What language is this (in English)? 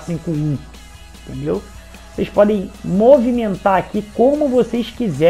Portuguese